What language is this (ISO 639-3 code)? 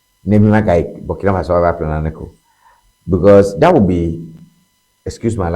ewe